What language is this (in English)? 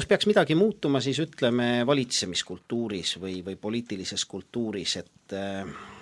Estonian